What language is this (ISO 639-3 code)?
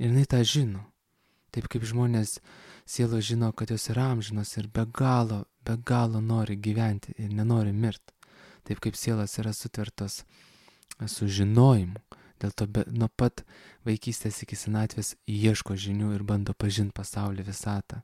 lit